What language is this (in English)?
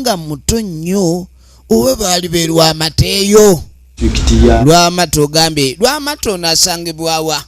Ganda